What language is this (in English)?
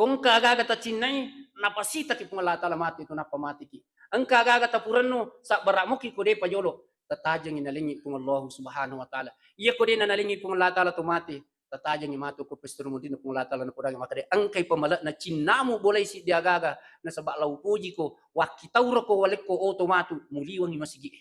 Buginese